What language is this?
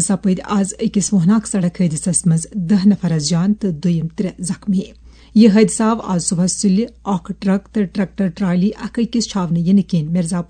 Kashmiri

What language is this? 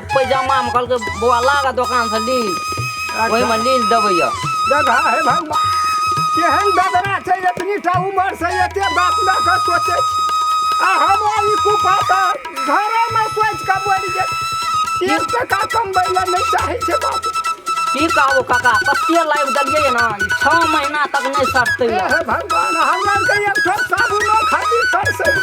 Maithili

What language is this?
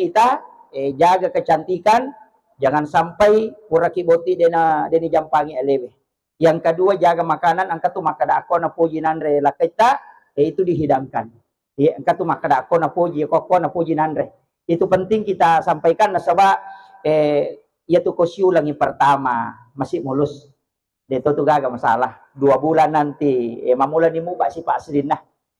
Buginese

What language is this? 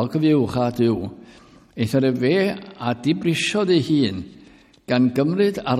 Welsh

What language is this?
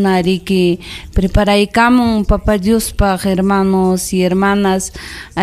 Ayacucho Quechua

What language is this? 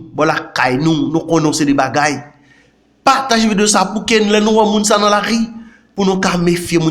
Haitian Creole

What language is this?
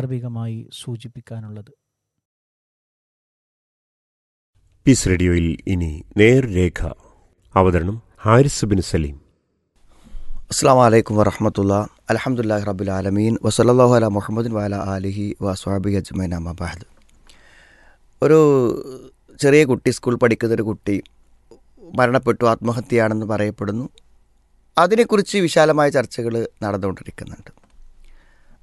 Malayalam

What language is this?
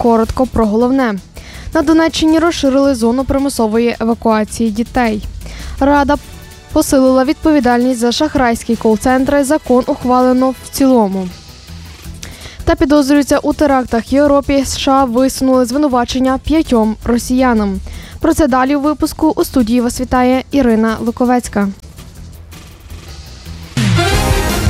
Ukrainian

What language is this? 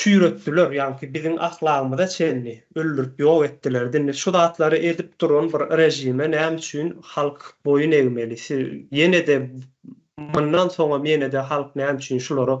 Turkmen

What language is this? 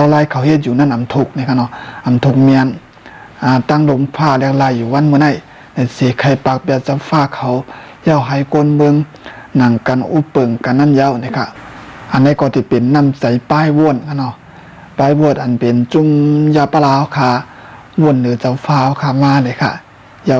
Shan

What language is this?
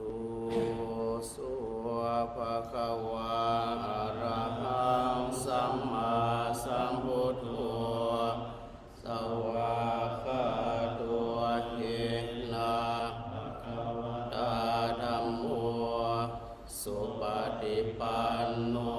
Pali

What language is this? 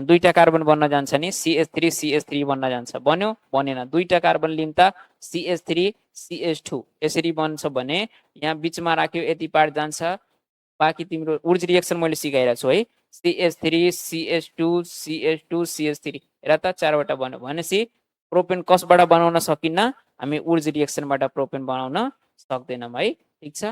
Nepali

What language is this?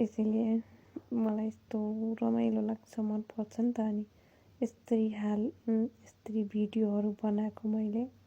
Nepali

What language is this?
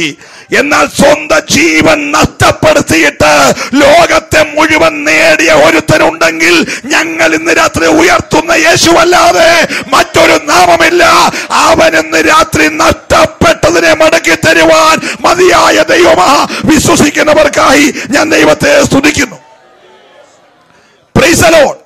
Malayalam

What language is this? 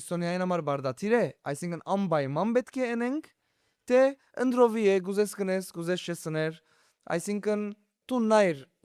Western Armenian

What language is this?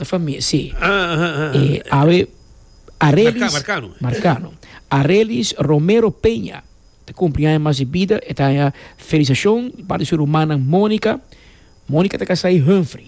Papiamento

